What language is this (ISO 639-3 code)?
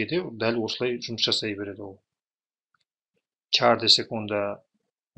kaz